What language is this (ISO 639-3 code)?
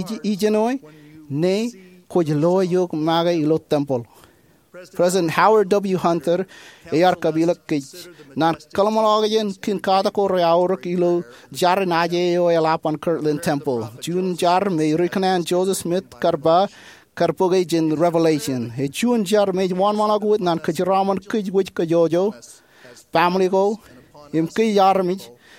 mah